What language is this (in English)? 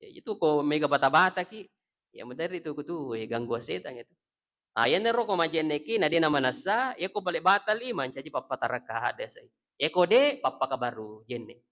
Buginese